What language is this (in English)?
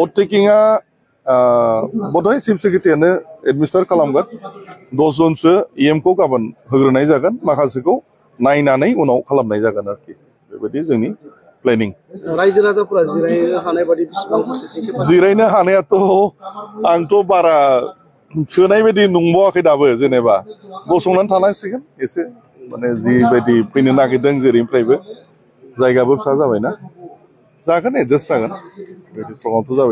Bodo